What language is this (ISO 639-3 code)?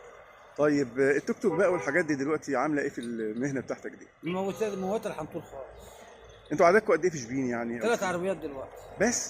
arz